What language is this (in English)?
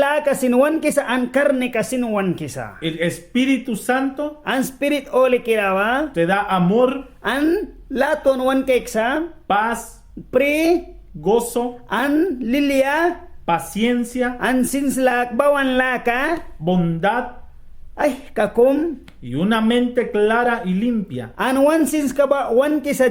Mískito